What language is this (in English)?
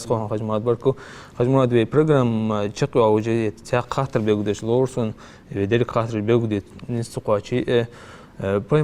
Ingush